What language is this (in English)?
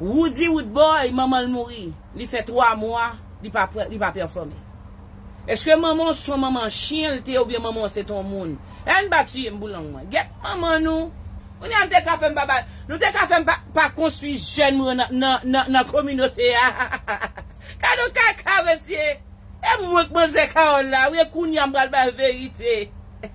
Haitian Creole